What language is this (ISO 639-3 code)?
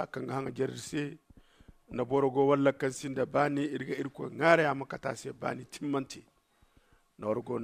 dje